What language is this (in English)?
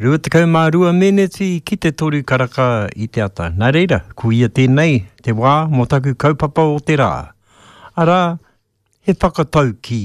Māori